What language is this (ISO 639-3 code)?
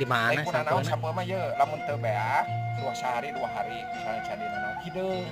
sun